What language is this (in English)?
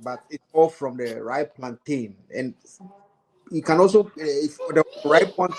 Ewe